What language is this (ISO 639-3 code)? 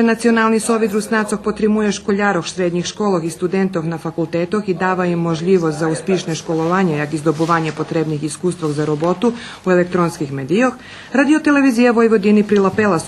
rue